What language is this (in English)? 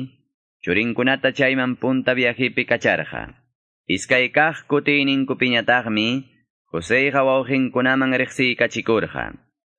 Quechua